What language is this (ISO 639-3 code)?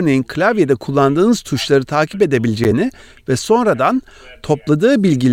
tur